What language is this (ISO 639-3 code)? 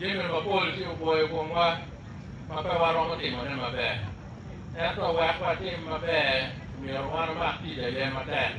ach